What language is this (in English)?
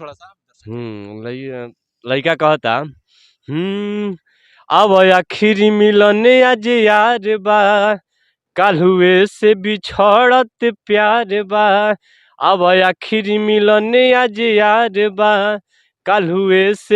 Bhojpuri